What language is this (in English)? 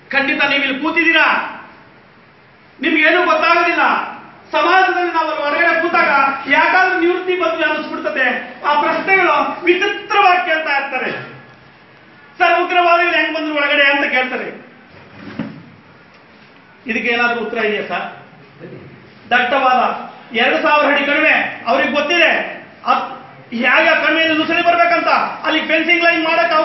Kannada